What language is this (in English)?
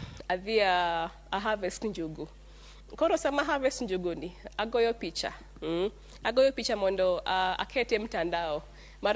Luo (Kenya and Tanzania)